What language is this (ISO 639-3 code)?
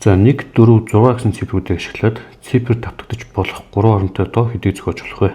mon